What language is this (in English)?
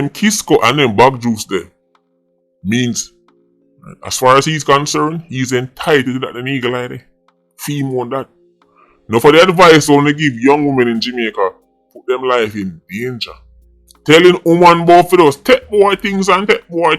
Jamaican Creole English